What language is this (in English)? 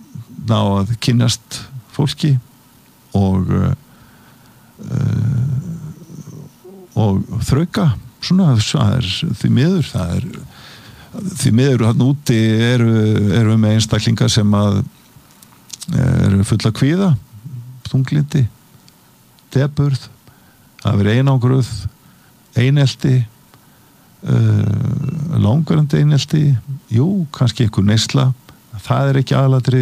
Icelandic